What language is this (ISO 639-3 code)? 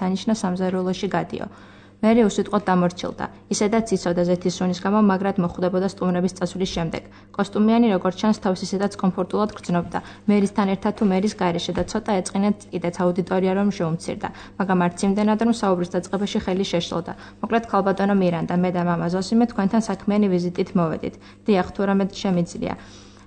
kat